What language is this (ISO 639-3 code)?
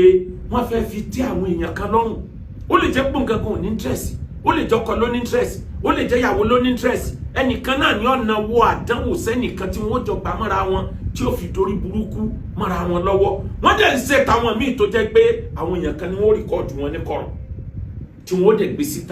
yor